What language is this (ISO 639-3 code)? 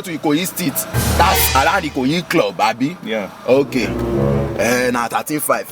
pcm